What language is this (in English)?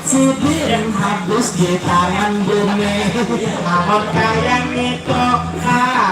Banjar